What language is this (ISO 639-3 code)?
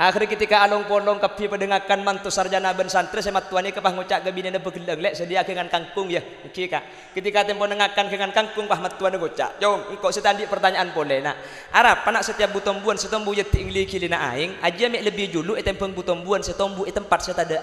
mad